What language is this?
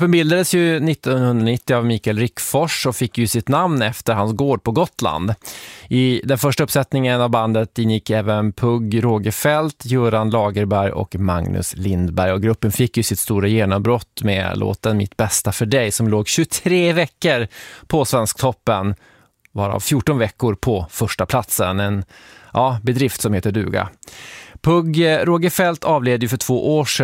Swedish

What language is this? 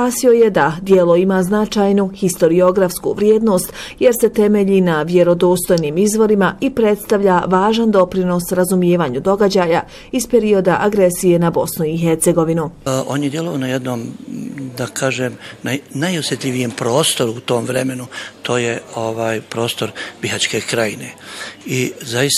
Bosnian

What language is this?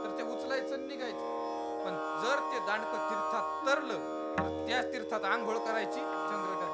Marathi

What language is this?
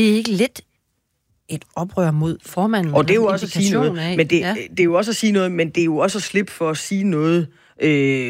Danish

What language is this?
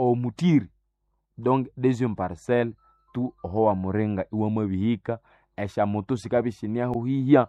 Nande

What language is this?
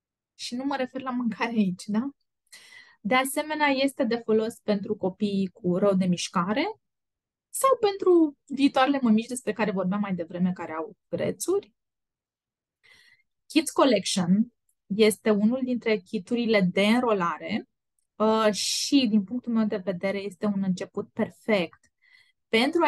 Romanian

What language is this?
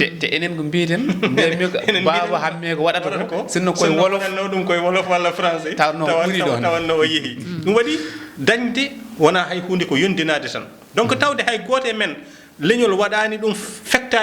Fula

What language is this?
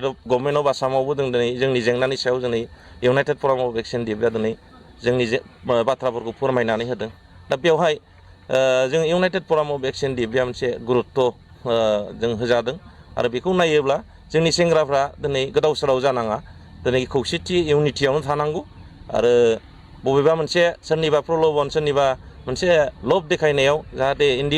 Bodo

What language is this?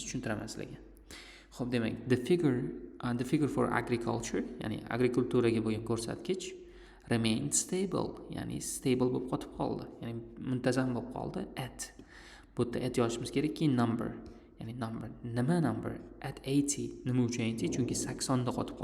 Uzbek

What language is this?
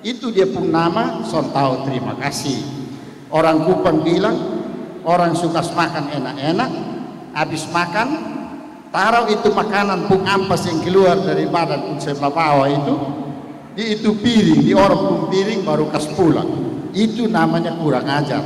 Kupang Malay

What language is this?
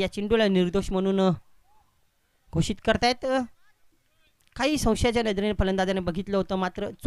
Marathi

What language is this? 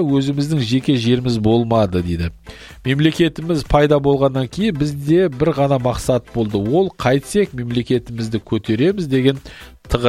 Kazakh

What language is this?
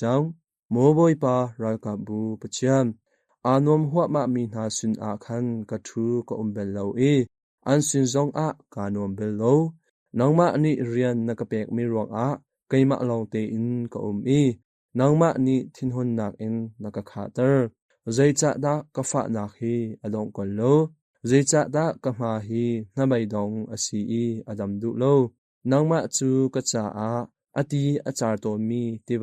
Hakha Chin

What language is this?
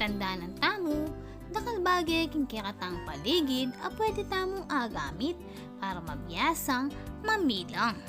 Pampanga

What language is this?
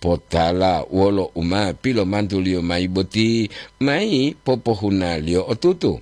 Gorontalo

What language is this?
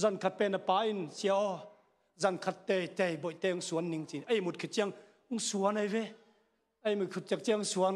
Tedim Chin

